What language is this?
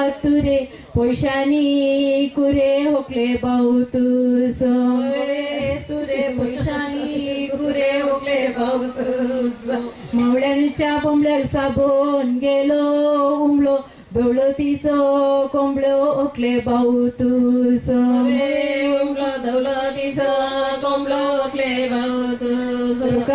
Konkani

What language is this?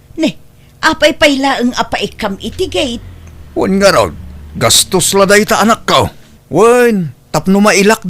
Iloko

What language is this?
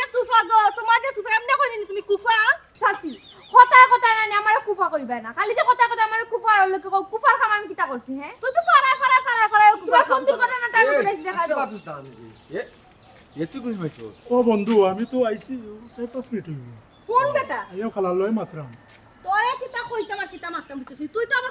Sylheti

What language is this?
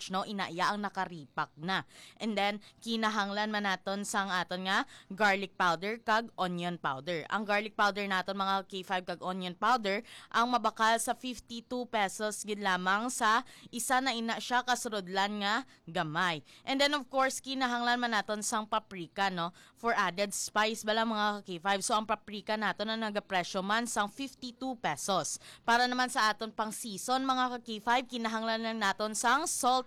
Hiligaynon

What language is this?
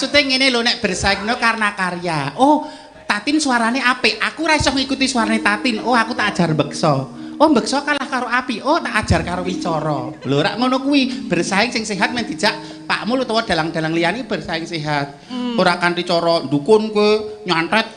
Javanese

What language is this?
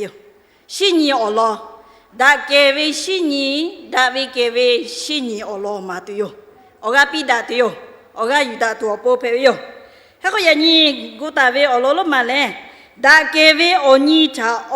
Lahu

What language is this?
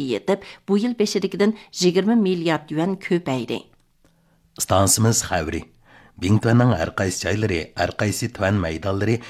Uyghur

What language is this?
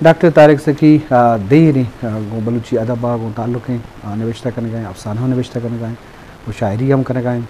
Eastern Balochi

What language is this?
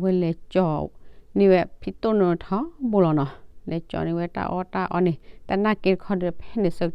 S'gaw Karen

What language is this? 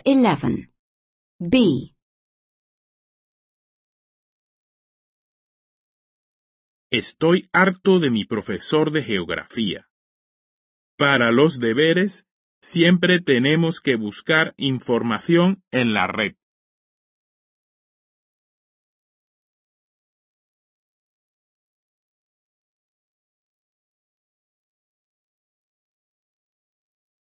Spanish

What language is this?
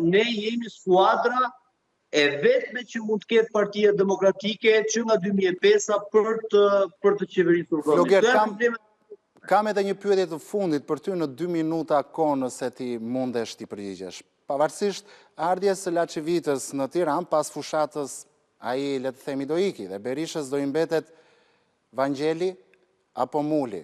Albanian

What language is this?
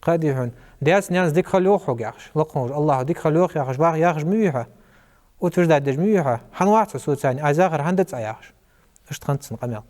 Ingush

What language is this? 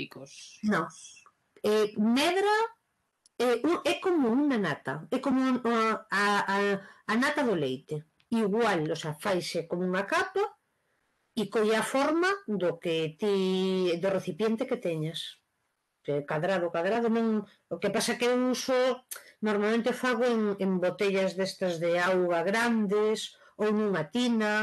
Galician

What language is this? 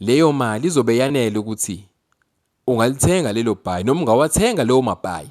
Zulu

